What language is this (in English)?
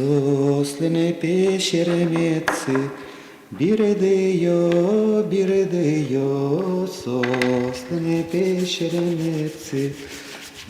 Udmurt